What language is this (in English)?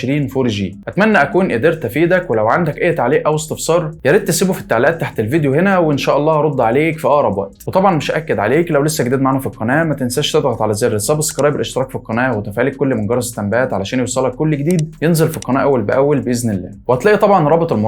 Egyptian Arabic